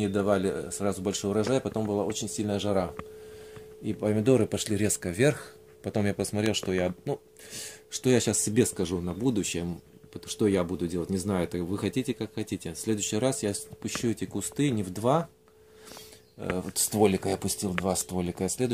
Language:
Russian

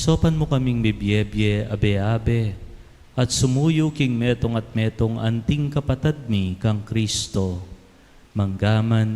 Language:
Pampanga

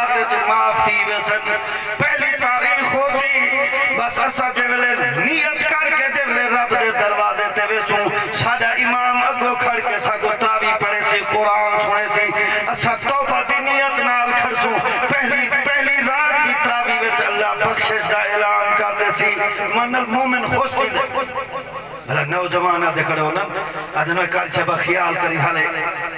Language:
Saraiki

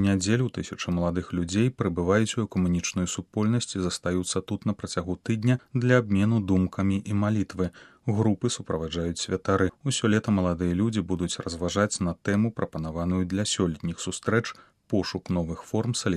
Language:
Belarusian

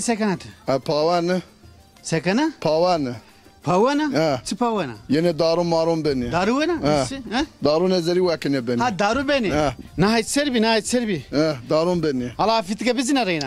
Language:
Zaza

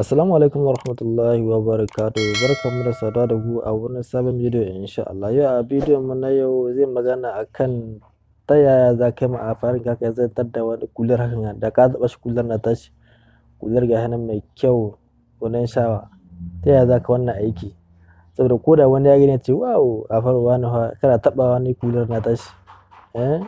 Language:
Hausa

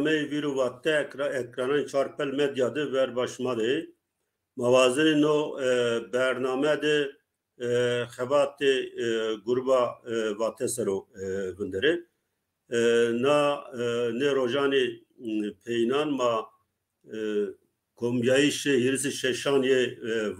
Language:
Zaza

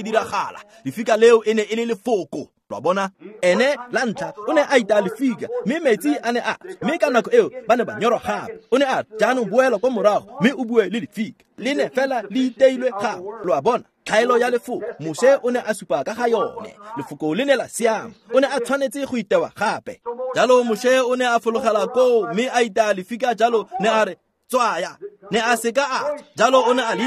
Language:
Tswana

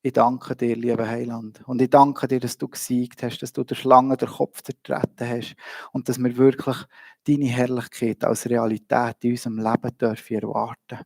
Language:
Swiss German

